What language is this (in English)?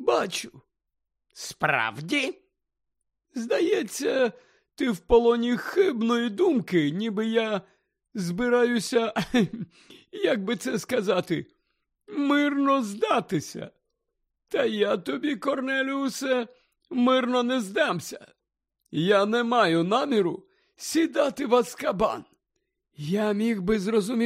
Ukrainian